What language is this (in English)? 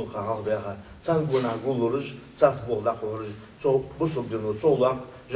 Ingush